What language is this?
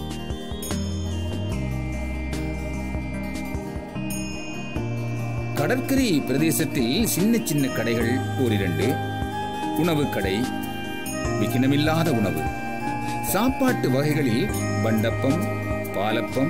Tamil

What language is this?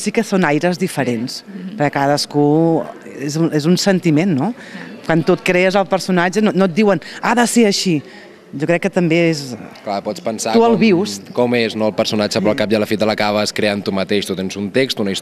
Catalan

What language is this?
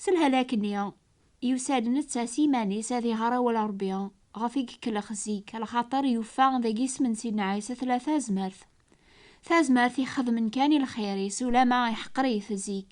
Kabyle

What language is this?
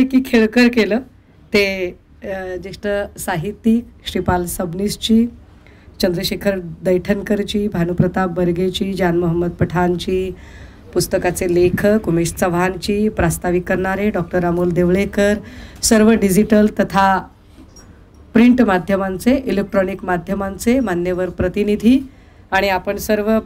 Marathi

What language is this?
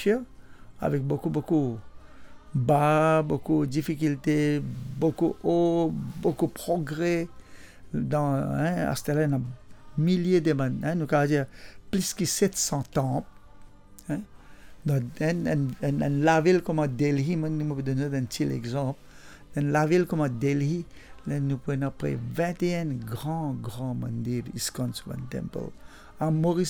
Morisyen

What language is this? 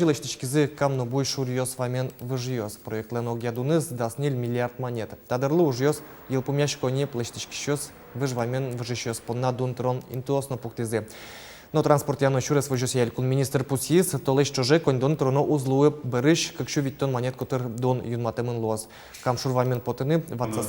Udmurt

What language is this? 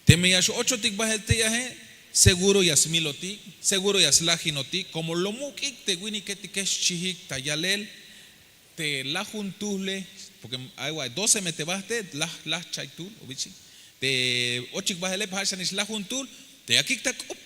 Tzeltal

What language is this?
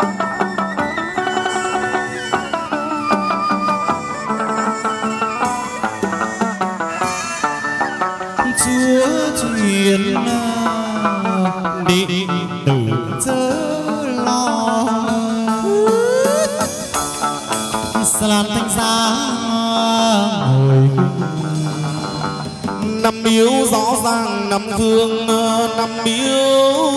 Vietnamese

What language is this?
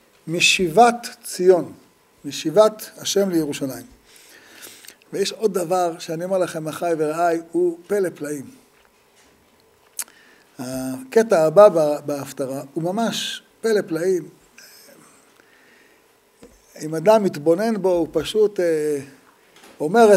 Hebrew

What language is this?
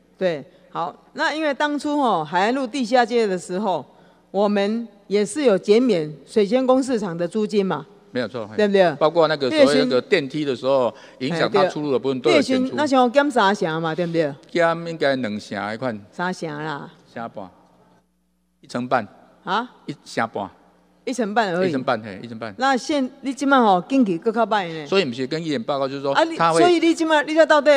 Chinese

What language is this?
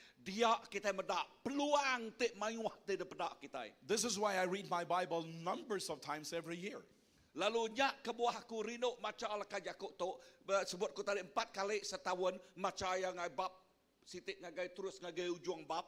Iban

